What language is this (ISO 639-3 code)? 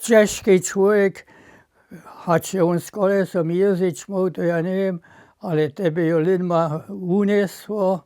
hsb